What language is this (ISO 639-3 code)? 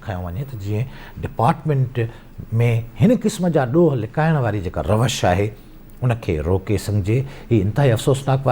snd